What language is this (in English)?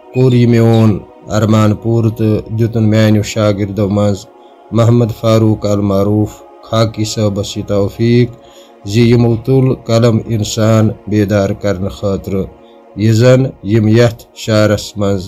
Kashmiri